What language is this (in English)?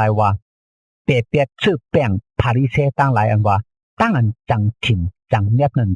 Shan